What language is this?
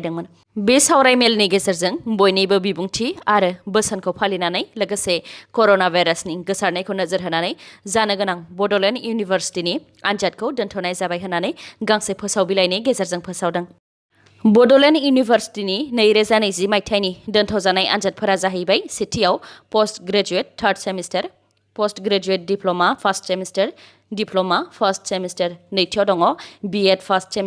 Bodo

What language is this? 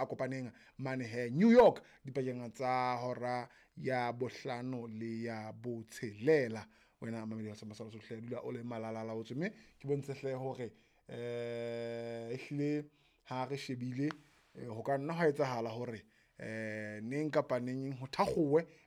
Southern Sotho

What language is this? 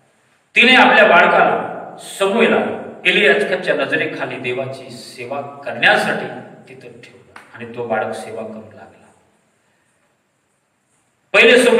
Marathi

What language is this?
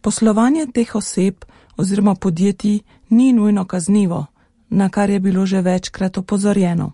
Slovenian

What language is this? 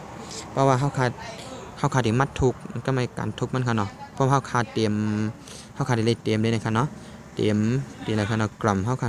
Shan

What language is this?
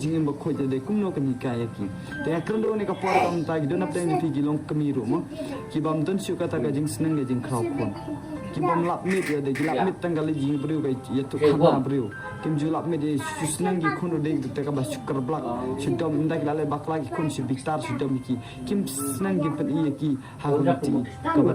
Khasi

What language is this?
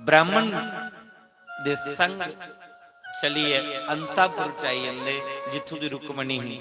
Dogri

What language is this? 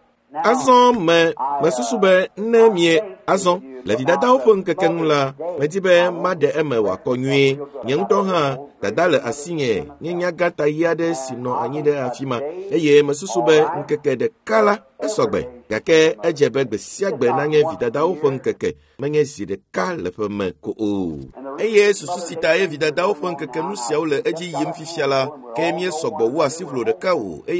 Ewe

